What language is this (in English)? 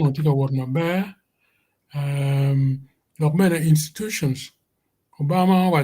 Acoli